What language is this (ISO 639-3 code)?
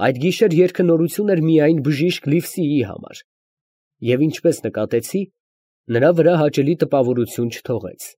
hye